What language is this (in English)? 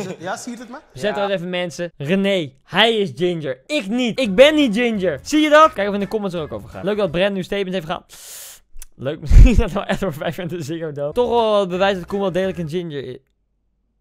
Dutch